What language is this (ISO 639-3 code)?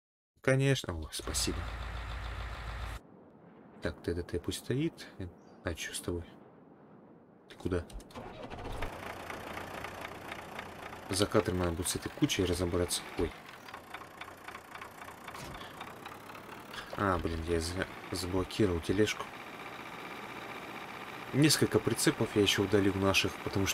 rus